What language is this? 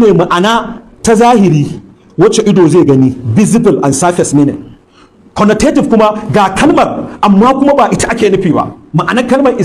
Hausa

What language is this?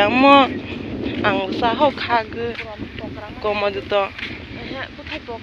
Kok Borok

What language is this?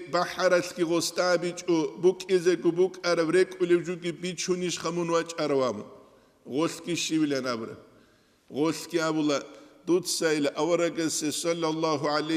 Avaric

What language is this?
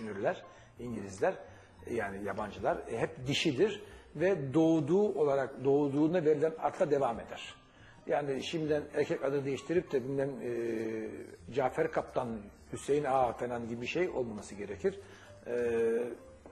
Turkish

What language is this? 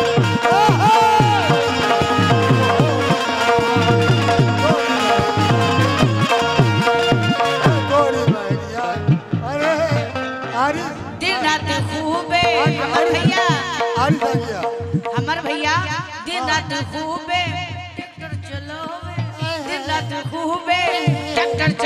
Bhojpuri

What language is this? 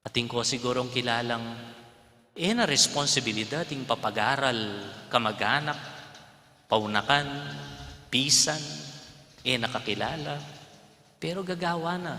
Pampanga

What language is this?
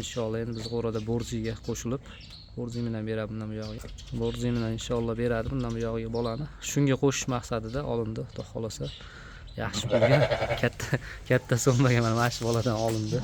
Uzbek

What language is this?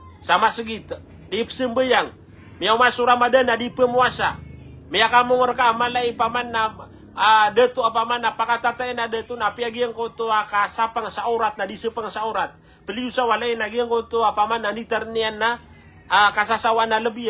Maranao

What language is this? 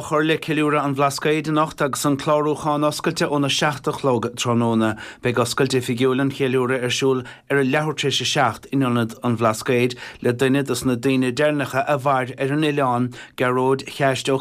Irish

